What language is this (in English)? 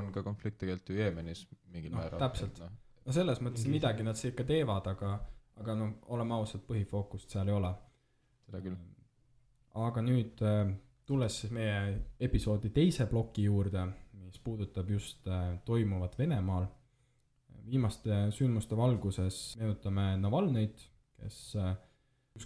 Estonian